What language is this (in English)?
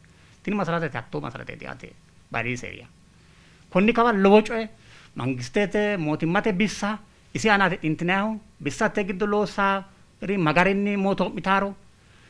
Sidamo